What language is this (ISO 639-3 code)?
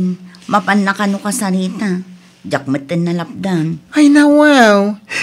ilo